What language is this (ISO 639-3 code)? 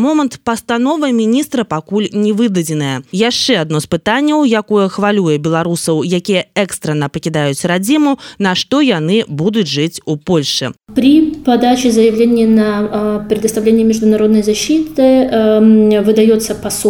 bel